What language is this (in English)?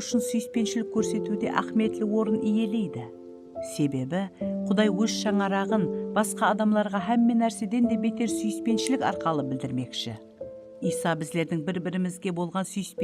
Kara-Kalpak